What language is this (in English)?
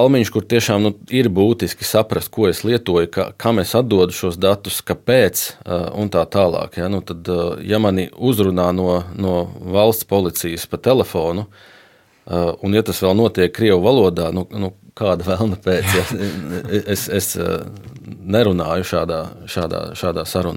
Latvian